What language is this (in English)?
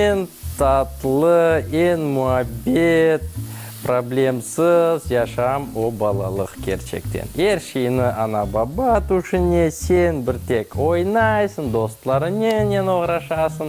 Crimean Tatar